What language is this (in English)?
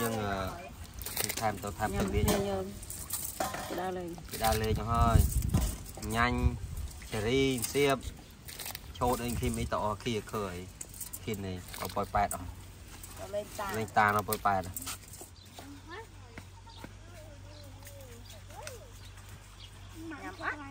Vietnamese